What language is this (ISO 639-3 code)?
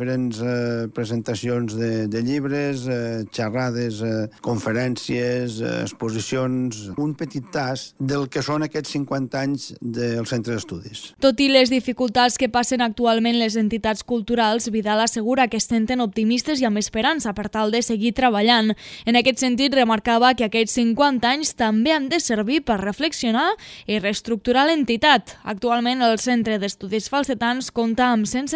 cat